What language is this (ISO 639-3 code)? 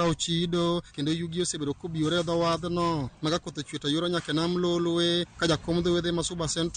luo